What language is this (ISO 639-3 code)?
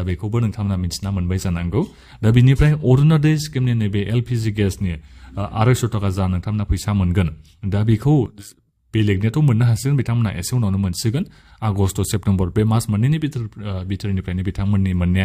brx